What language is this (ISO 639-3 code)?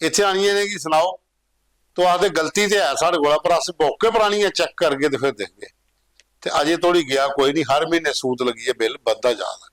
doi